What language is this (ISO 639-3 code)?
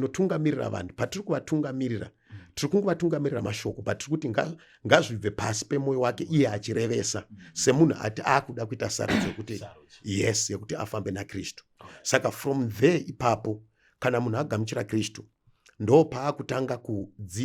sna